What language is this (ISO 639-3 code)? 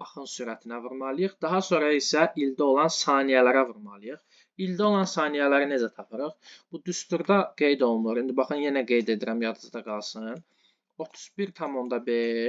aze